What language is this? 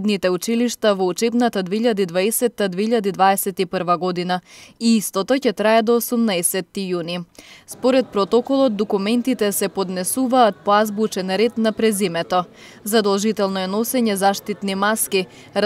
Macedonian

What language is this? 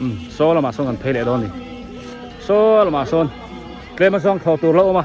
Biete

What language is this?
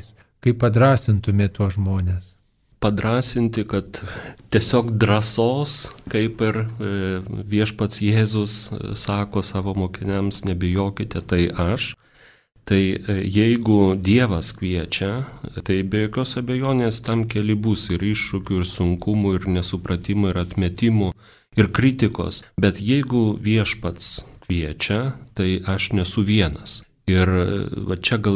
Lithuanian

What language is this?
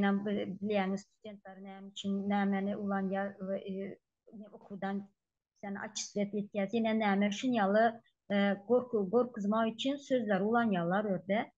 Turkmen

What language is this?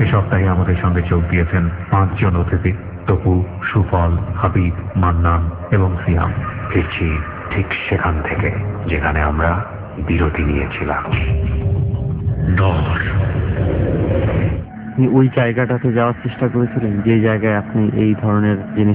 Bangla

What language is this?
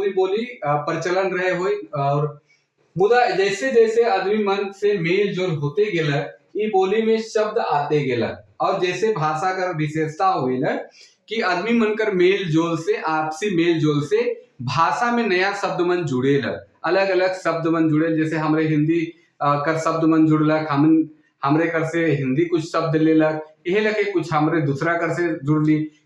Sadri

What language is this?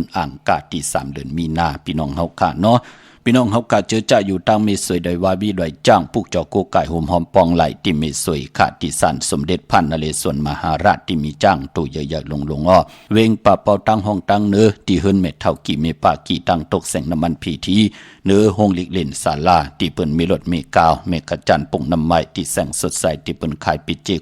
Shan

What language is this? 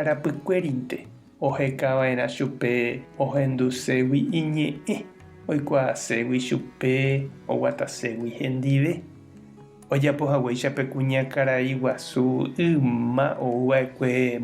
Guarani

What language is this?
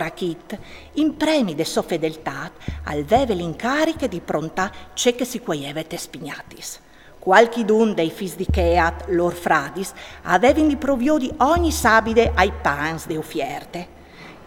Friulian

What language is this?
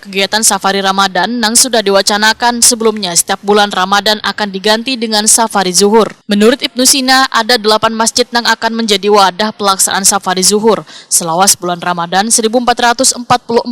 Banjar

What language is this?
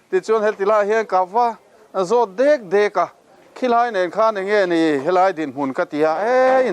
Mizo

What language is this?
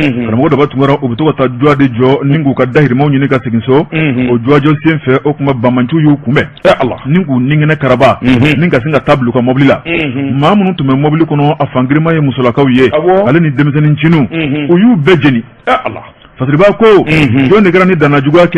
Bambara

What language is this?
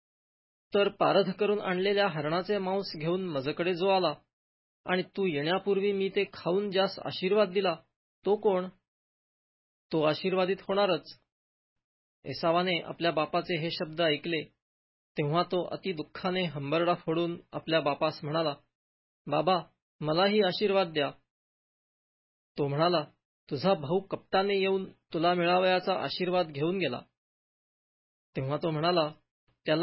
Marathi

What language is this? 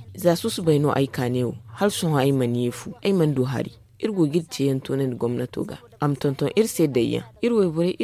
Zarma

